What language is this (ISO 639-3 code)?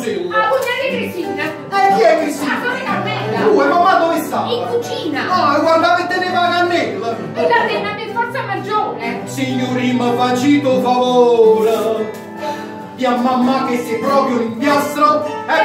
nap